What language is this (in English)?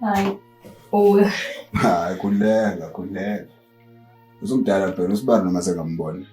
Zulu